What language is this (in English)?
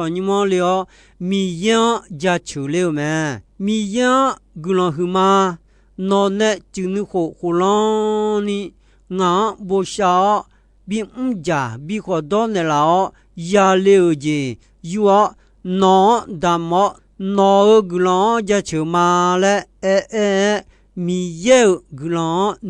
Akha